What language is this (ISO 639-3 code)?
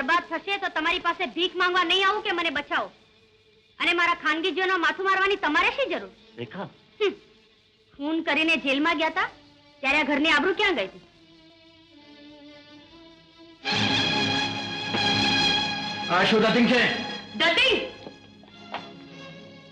guj